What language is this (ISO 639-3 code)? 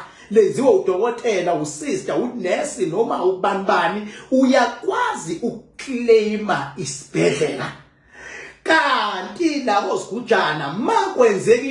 zul